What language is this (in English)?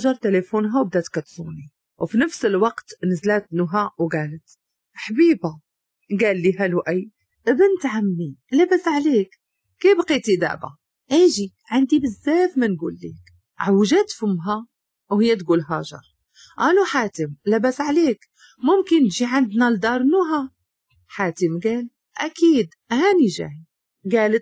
Moroccan Arabic